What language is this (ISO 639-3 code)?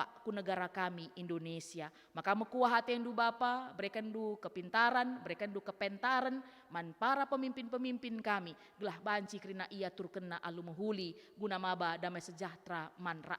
btx